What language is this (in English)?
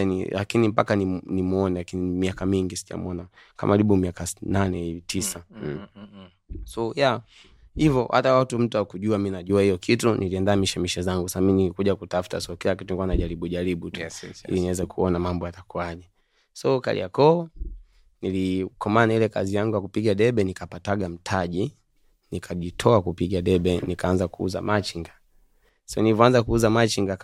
Swahili